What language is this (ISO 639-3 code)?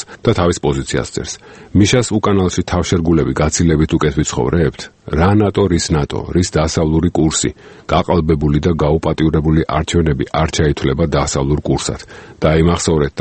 kat